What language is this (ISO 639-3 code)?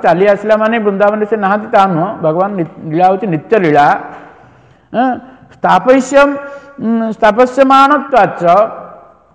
ori